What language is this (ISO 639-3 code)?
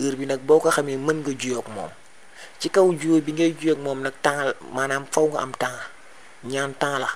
wol